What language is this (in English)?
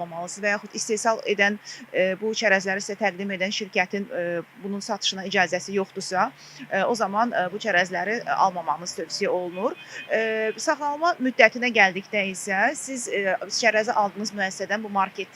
Azerbaijani